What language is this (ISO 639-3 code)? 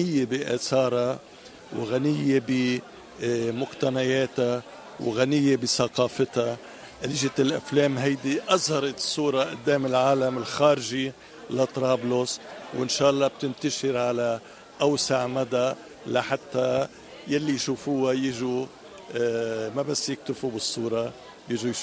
apc